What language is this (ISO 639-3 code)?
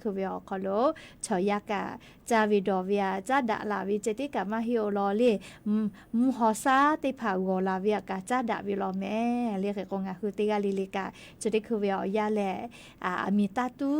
lhu